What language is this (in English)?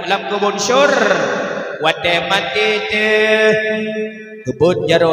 Achinese